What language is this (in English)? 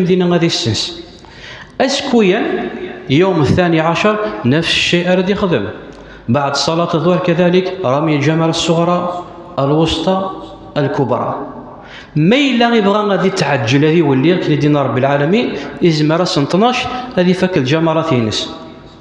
Kabyle